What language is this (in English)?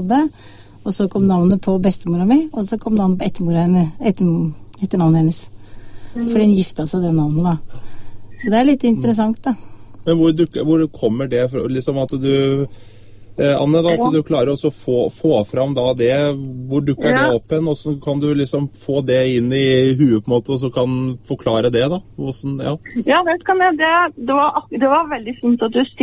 Norwegian